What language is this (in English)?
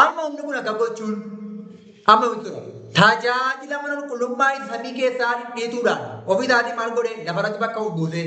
Oromo